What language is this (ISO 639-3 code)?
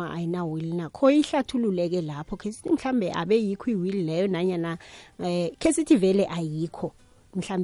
nbl